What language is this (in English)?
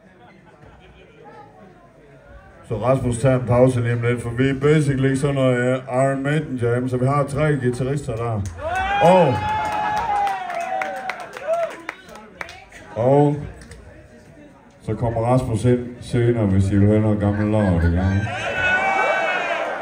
Danish